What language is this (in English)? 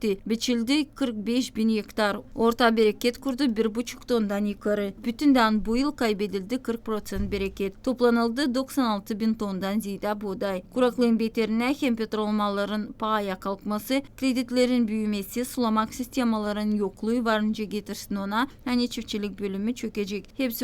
Gagauz